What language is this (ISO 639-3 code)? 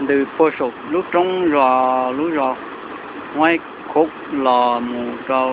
hmn